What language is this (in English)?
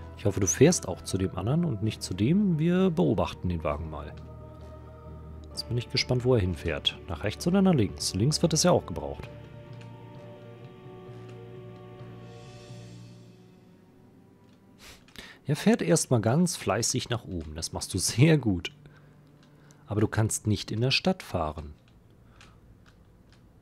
German